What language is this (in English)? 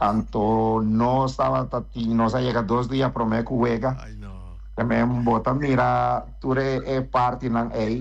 Papiamento